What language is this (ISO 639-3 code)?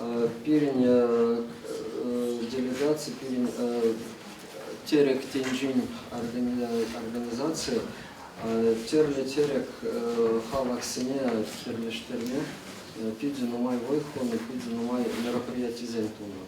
chv